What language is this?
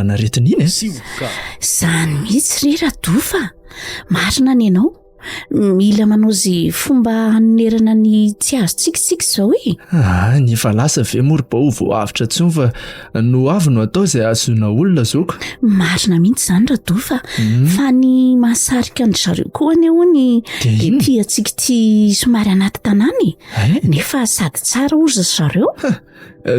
Malagasy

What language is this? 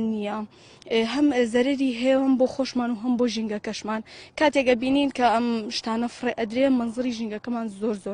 Central Kurdish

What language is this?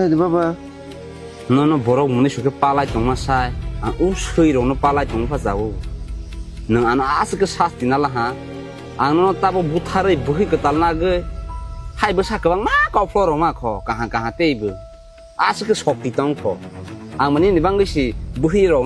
Kok Borok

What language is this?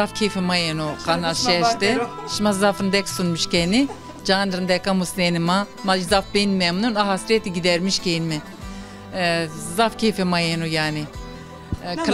Zaza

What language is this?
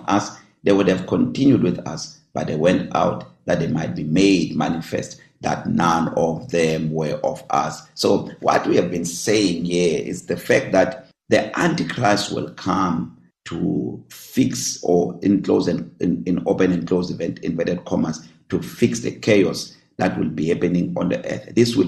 English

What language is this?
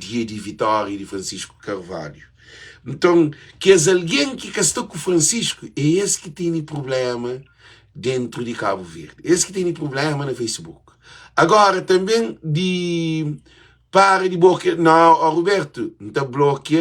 Kabuverdianu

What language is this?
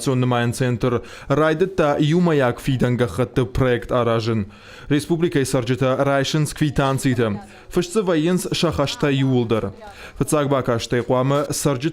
Ossetic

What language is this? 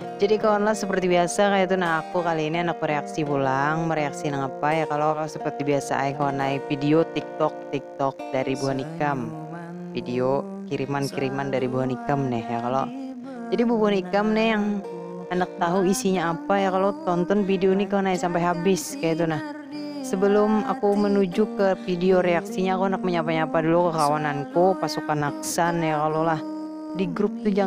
Banjar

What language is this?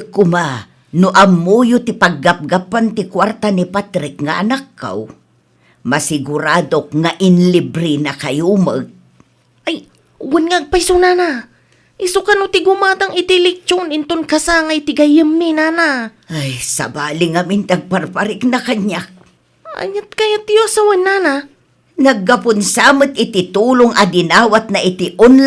Iloko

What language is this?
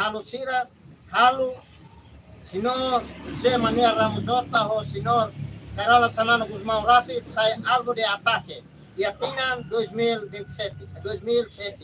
Tetum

